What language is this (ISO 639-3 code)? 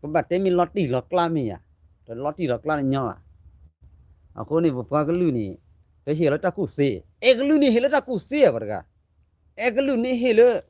ksw